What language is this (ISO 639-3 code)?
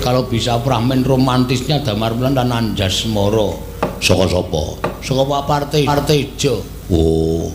jav